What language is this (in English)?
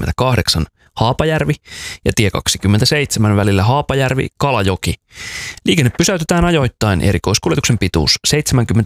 Finnish